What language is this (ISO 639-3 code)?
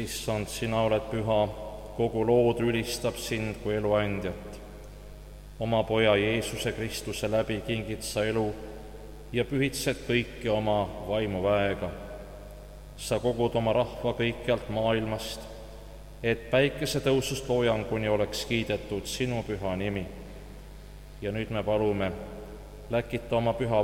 est